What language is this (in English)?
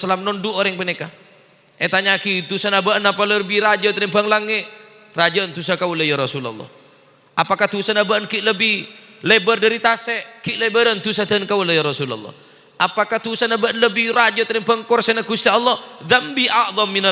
Madurese